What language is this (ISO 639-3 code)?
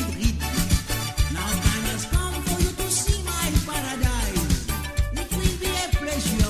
mfe